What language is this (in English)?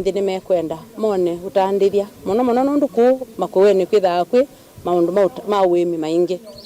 Kamba